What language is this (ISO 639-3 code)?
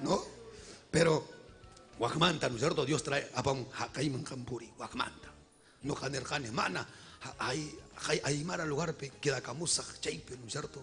quy